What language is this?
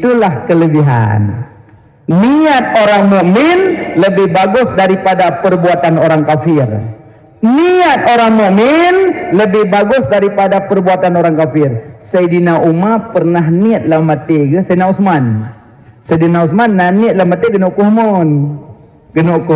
Achinese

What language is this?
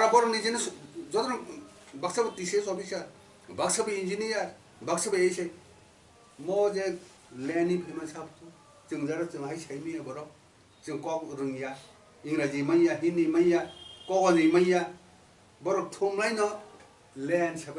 Kok Borok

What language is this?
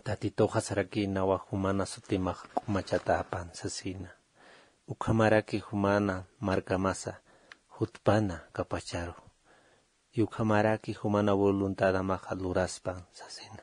Aymara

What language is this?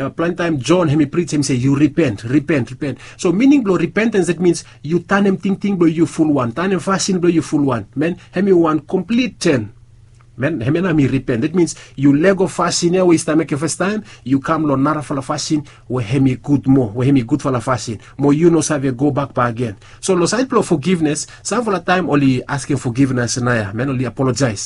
Bislama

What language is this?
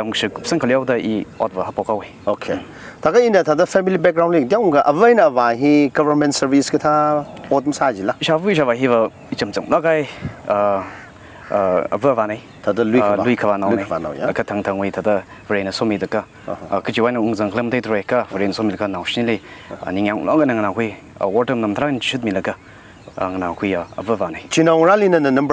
Tangkhul Naga (India)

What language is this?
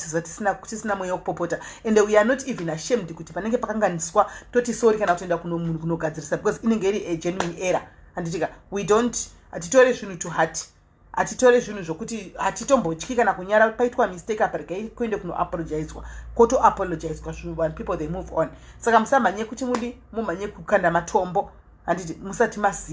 Shona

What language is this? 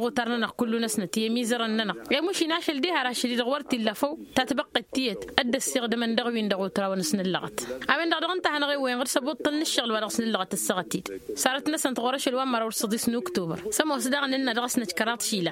Tamasheq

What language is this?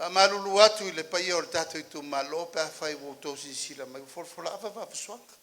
Samoan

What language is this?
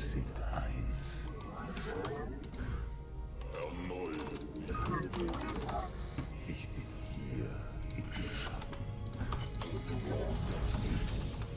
German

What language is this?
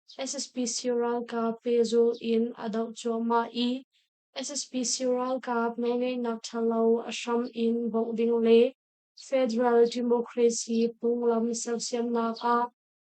Hakha Chin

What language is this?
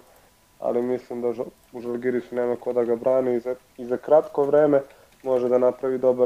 Serbian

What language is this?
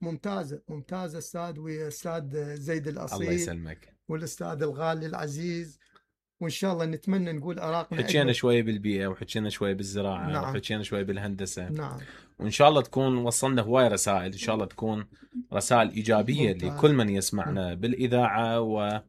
Mesopotamian Arabic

